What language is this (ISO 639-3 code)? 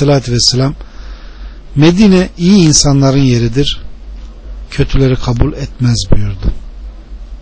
tur